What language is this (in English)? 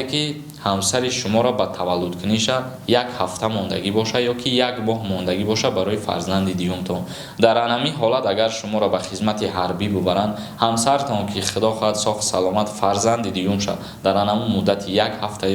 Tajik